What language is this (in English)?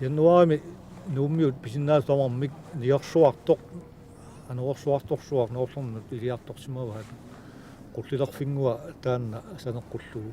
Kalaallisut